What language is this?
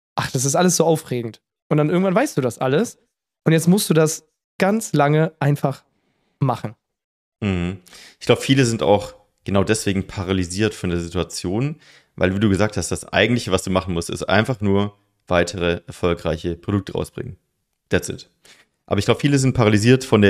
German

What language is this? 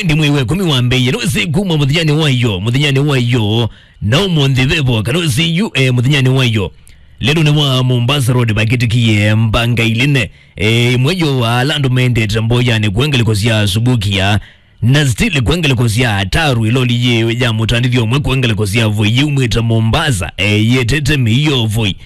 Kamba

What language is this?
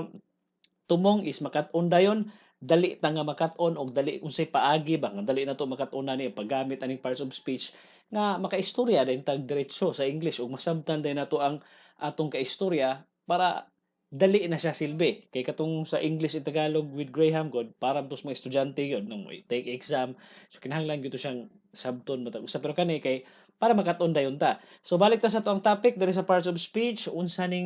Cebuano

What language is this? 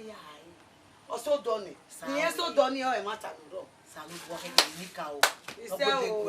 Bini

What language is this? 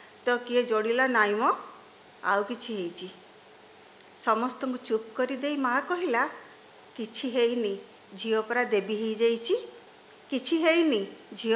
Odia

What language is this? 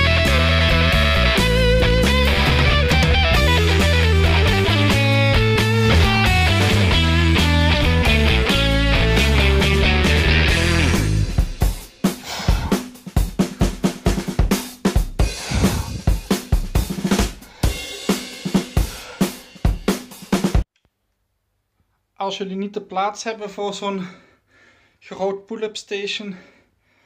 Dutch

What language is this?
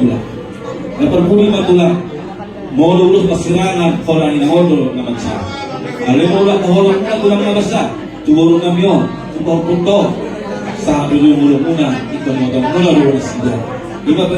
Batak Toba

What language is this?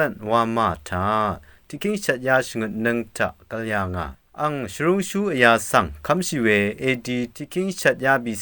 Rawang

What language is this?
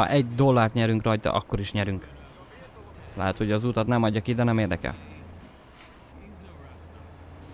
Hungarian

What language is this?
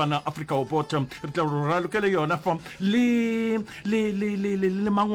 Northern Sotho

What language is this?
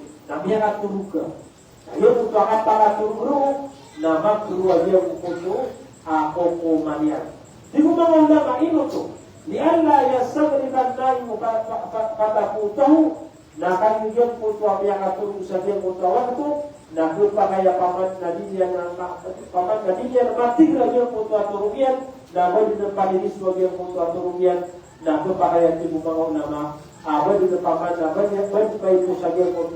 Maranao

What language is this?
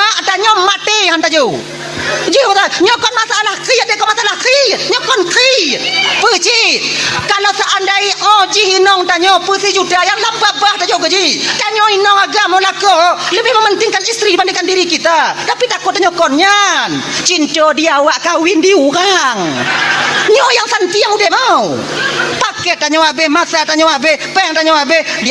Achinese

